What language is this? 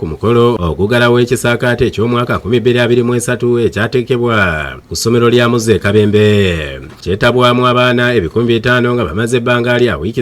Ganda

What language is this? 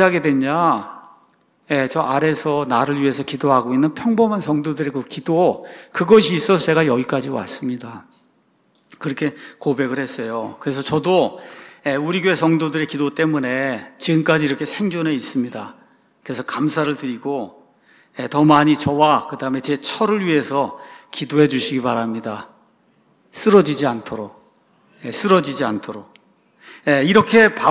Korean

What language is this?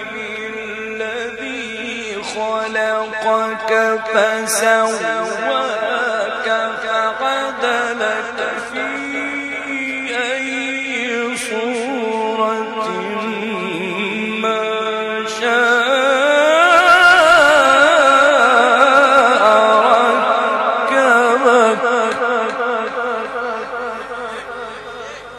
Arabic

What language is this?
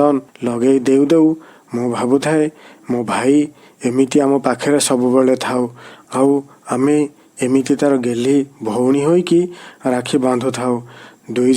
Odia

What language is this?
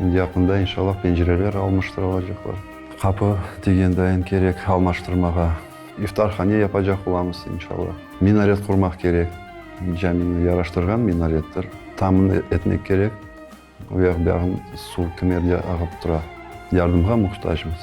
Crimean Tatar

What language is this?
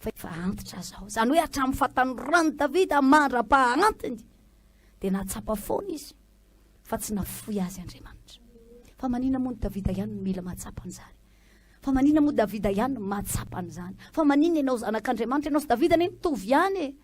Malagasy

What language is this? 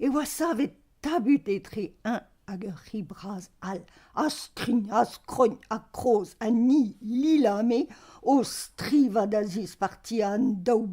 Breton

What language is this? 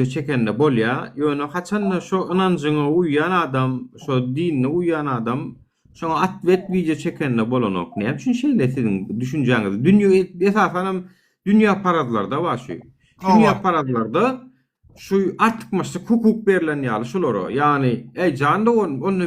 Turkmen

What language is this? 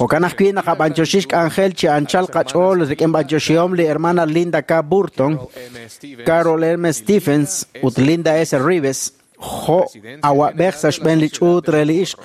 Kekchí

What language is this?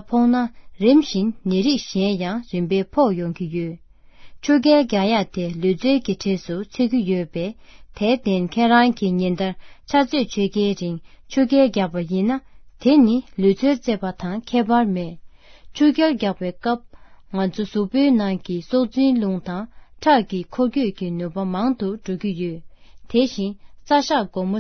Tibetan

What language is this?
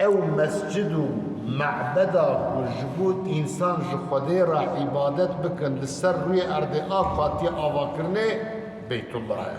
Kurdish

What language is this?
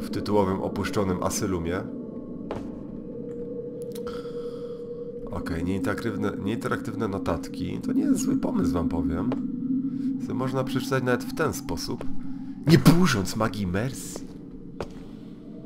Polish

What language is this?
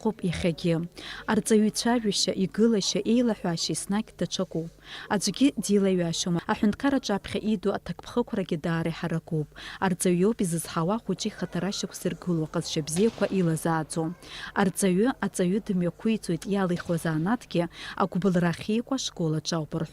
Abkhazian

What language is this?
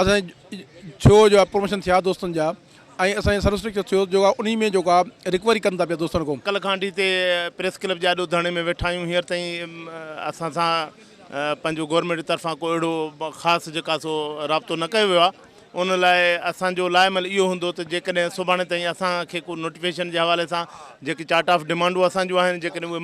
Sindhi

